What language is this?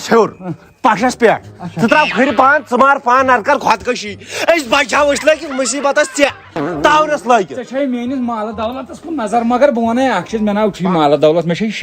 Kashmiri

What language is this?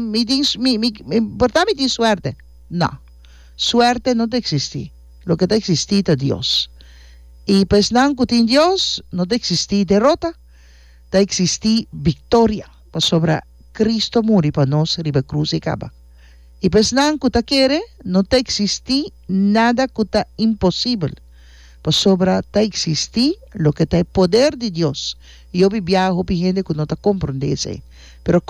Papiamento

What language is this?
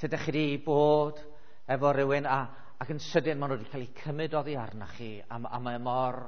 Welsh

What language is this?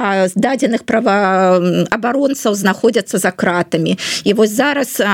Belarusian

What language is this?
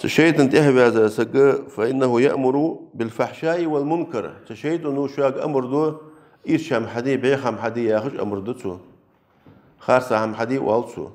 Ingush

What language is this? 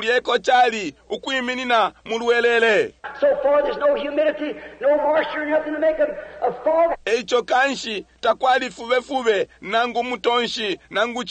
Bemba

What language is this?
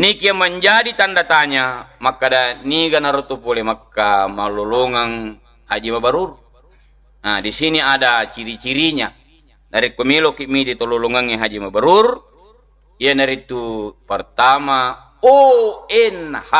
Buginese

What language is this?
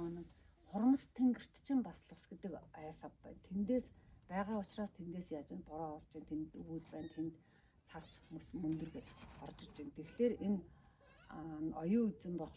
Mongolian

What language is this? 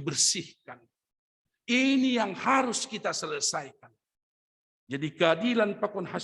Batak Simalungun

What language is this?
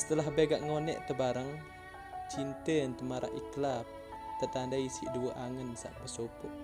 Sasak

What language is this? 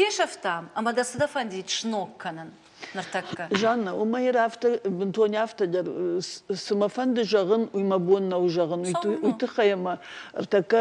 Ossetic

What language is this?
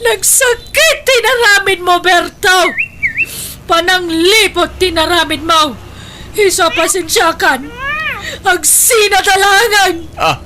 Iloko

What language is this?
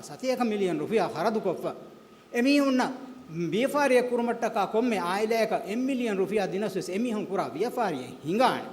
Divehi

